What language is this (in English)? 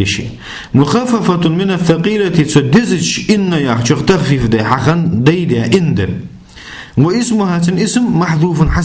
Ingush